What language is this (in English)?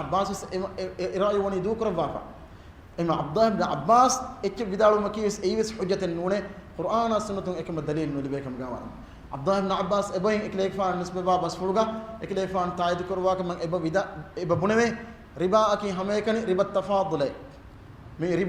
Divehi